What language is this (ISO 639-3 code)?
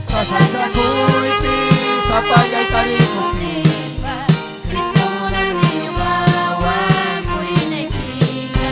quy